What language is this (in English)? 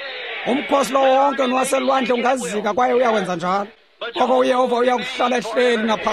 Xhosa